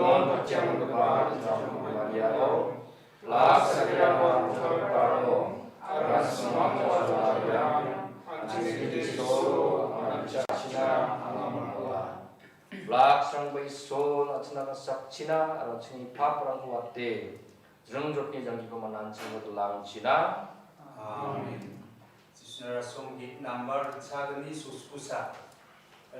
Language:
Garo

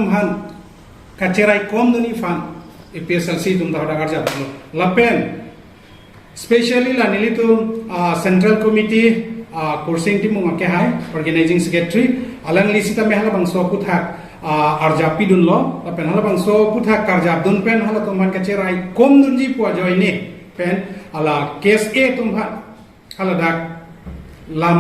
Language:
Karbi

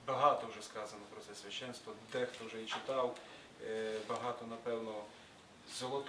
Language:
Ukrainian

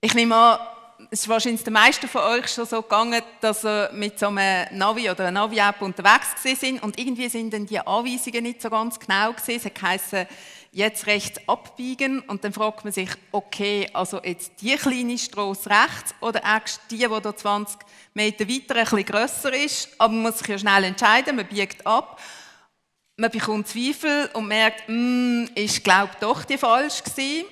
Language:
Swiss German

